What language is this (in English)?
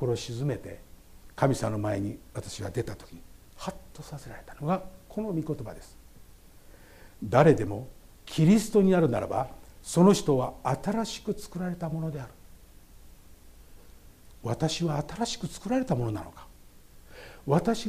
Japanese